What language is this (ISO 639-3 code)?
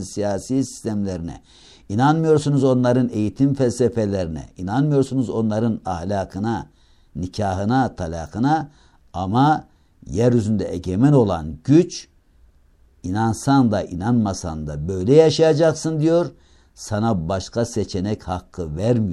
tur